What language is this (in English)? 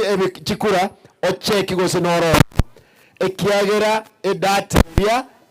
Gusii